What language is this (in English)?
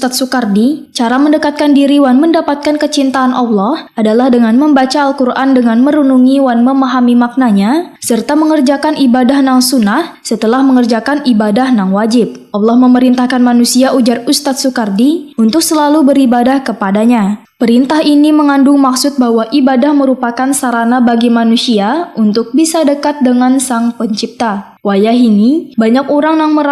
Banjar